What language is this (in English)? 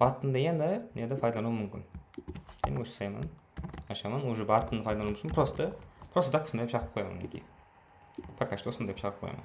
Kara-Kalpak